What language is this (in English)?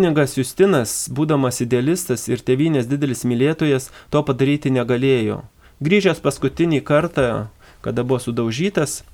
Lithuanian